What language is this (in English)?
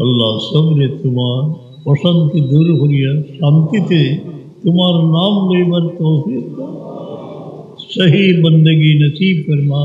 Sylheti